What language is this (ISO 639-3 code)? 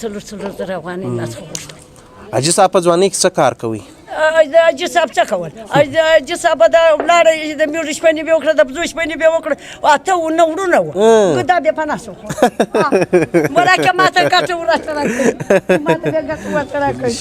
pus